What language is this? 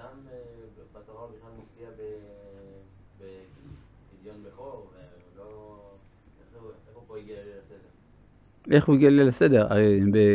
Hebrew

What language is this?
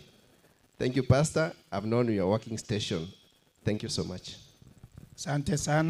Gusii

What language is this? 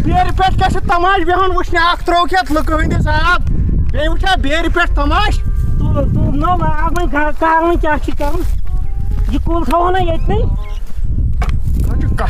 Kashmiri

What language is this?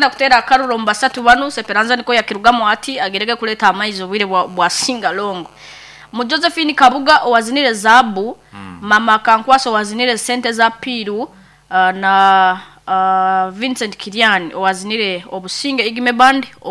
Nyankole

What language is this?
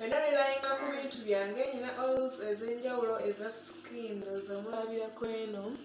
Ganda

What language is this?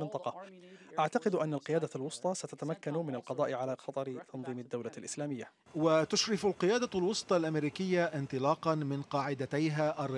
Arabic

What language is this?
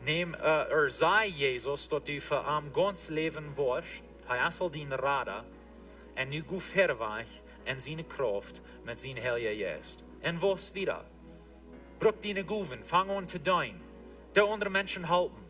Plautdietsch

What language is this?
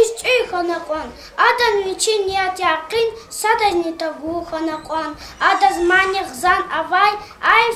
Lezghian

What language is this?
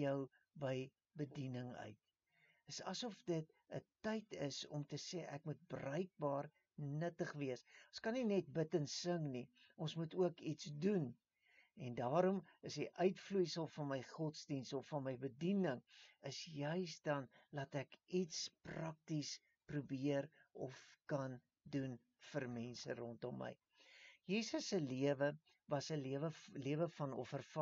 Afrikaans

